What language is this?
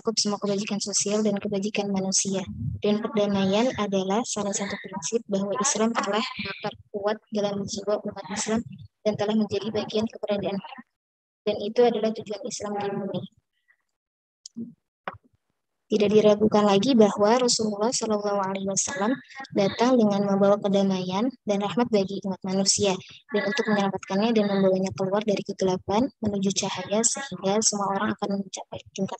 Indonesian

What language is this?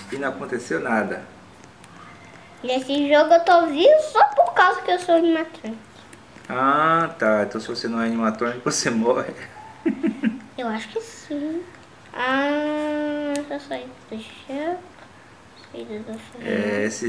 Portuguese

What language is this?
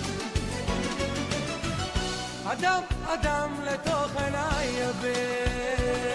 Hebrew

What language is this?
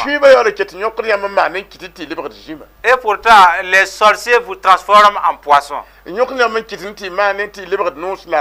Mossi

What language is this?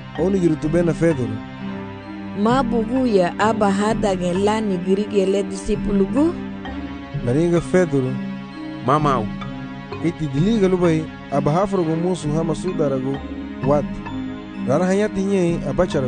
Garifuna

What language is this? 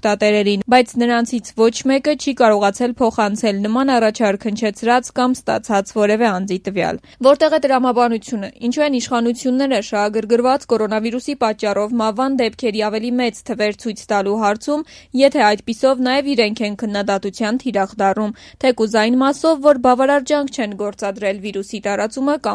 Armenian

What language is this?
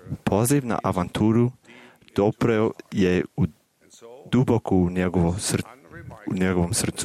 Serbian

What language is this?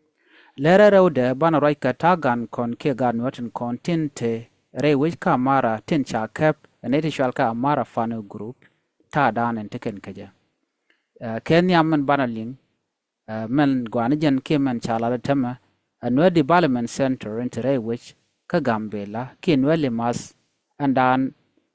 Nuer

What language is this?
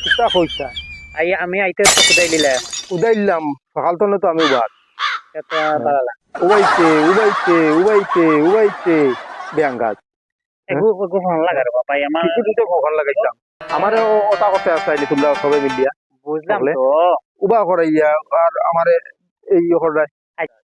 Sylheti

